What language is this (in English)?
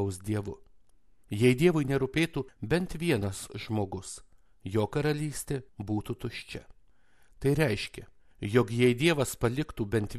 Lithuanian